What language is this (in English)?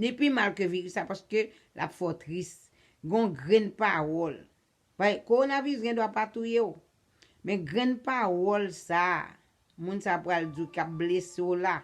Haitian Creole